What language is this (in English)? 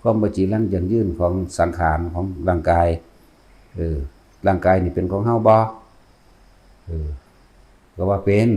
Northeastern Thai